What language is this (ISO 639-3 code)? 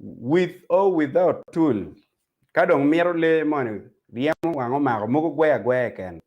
ach